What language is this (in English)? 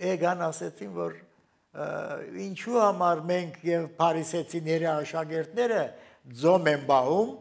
Armenian